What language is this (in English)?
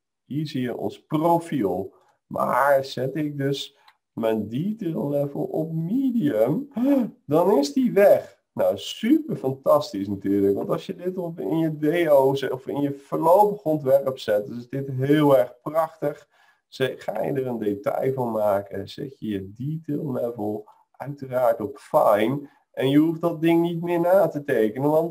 Dutch